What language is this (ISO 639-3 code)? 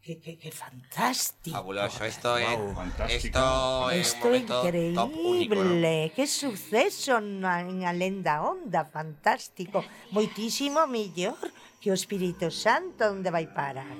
glg